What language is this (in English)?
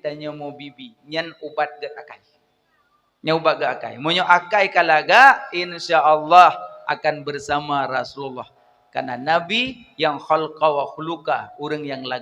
Achinese